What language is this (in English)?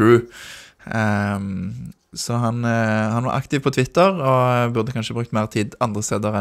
Norwegian